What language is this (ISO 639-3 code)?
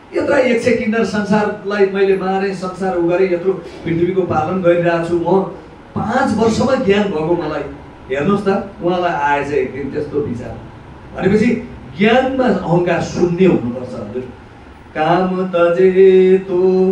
nep